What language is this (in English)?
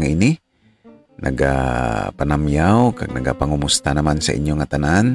Hiligaynon